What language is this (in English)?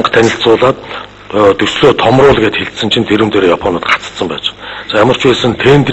Mongolian